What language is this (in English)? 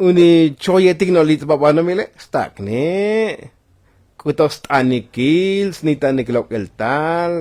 Tzotzil